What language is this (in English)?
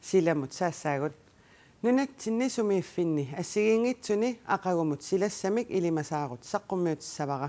Kalaallisut